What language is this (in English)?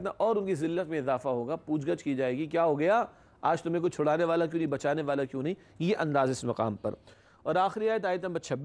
Urdu